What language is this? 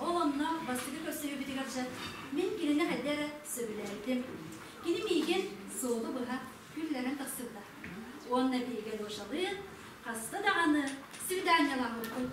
Yakut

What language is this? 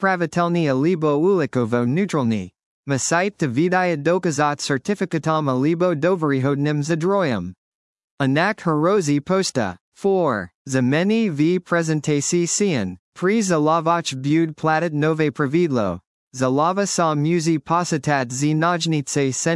Slovak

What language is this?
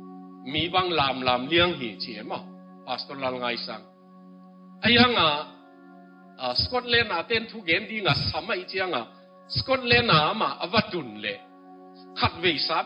Tedim Chin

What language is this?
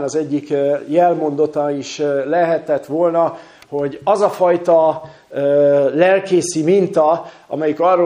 Hungarian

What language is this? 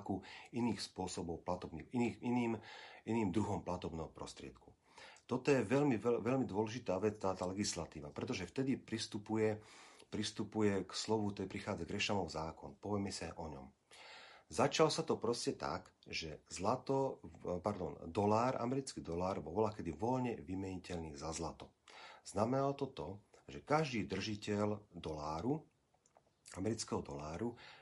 Slovak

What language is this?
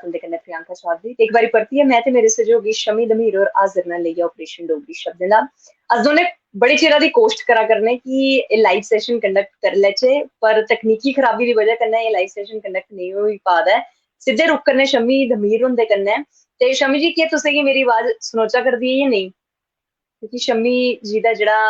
Dogri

